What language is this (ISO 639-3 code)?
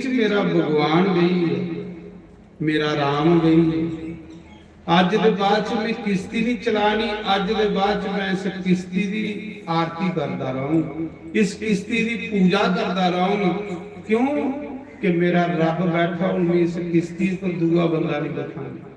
doi